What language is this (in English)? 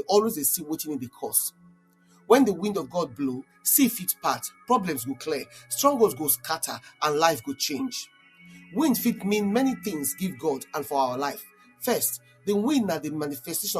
Nigerian Pidgin